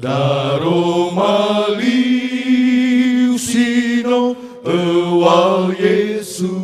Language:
Nias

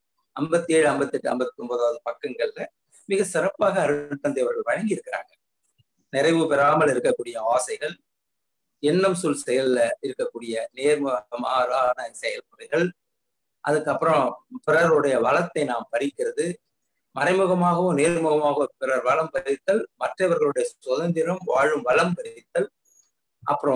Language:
Tamil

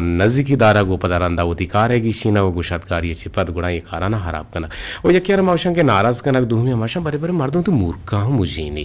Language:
Eastern Balochi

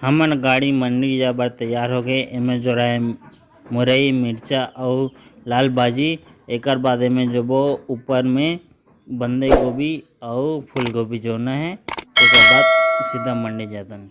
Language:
Chhattisgarhi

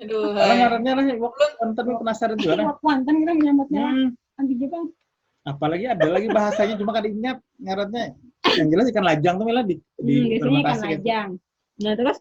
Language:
Banjar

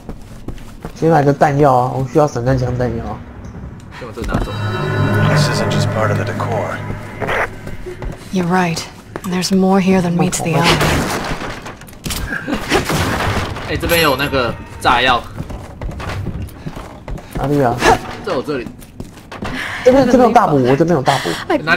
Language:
Chinese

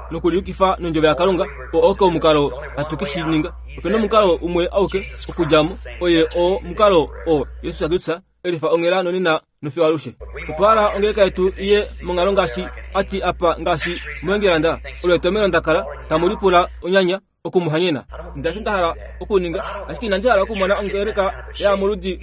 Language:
Kuanyama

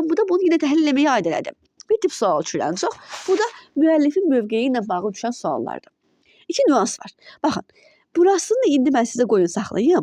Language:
Azerbaijani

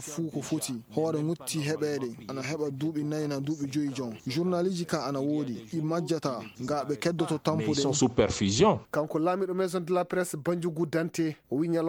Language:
Fula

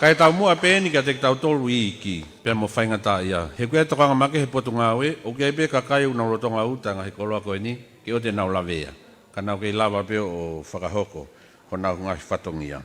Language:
Tongan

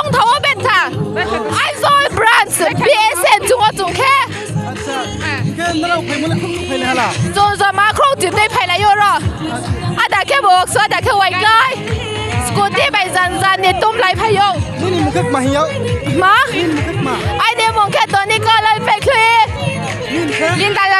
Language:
Riang (India)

